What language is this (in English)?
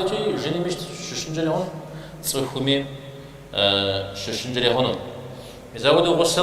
Kabardian